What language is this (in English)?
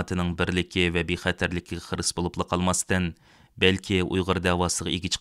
Uyghur